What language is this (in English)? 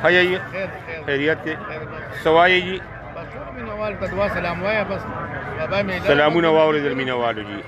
Pashto